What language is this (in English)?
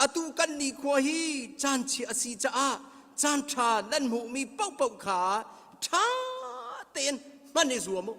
Hakha Chin